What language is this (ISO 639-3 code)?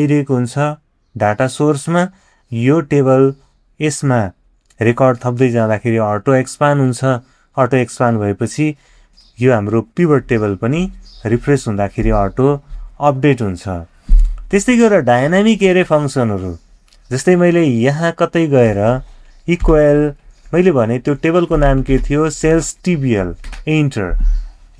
nep